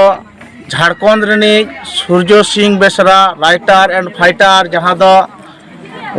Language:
Santali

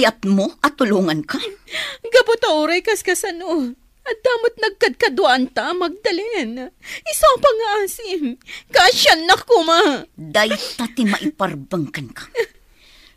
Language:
Iloko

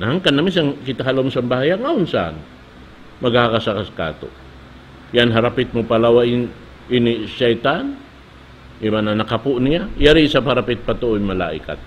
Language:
Tausug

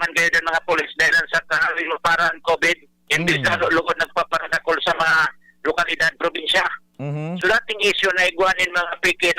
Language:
Bikol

